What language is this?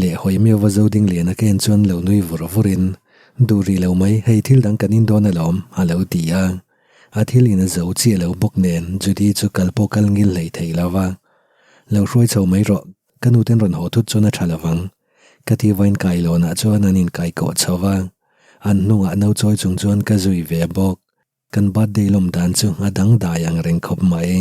Mizo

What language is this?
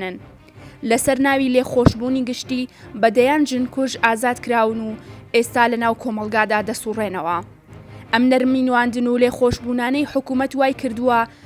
Central Kurdish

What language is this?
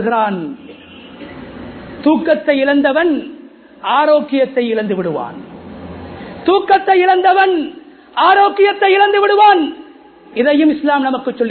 Tamil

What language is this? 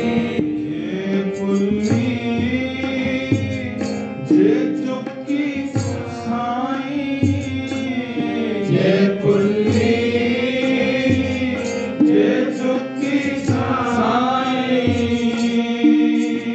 Punjabi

